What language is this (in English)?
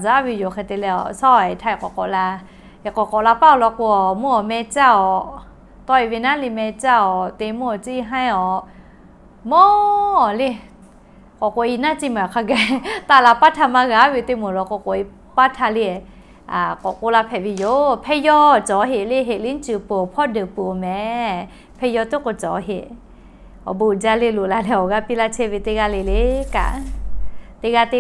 Lahu